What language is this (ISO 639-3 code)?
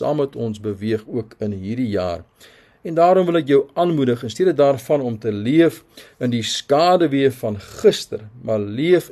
afr